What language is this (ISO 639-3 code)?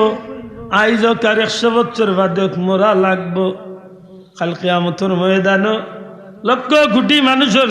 syl